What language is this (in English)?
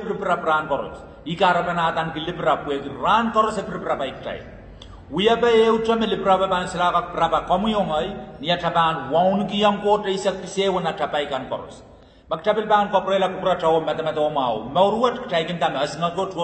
Pohnpeian